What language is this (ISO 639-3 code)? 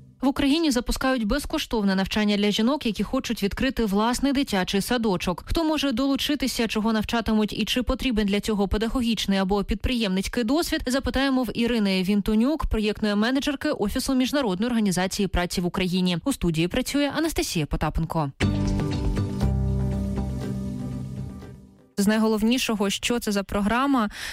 ukr